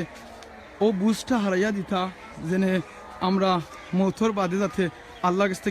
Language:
Sylheti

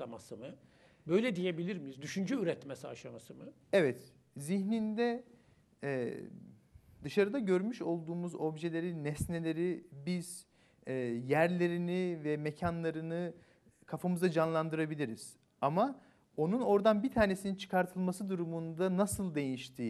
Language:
Turkish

